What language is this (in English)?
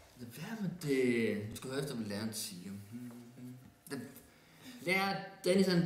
Danish